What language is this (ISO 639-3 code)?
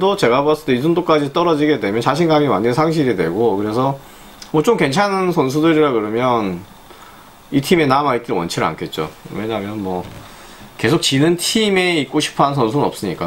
kor